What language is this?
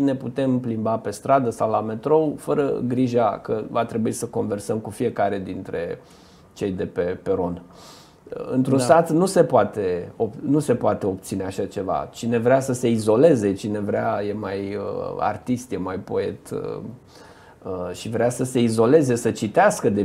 Romanian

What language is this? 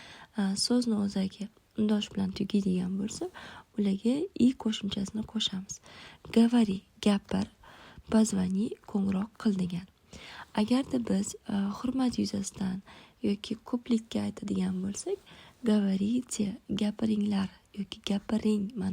Uzbek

